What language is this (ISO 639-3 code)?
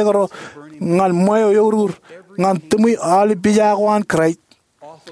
mah